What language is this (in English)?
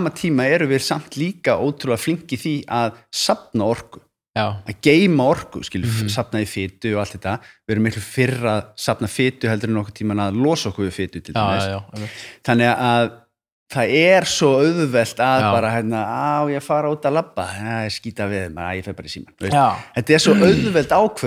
Icelandic